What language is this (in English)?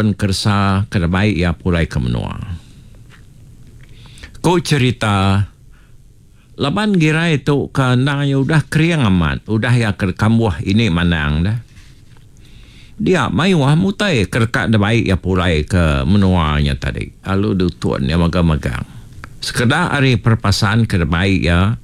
Iban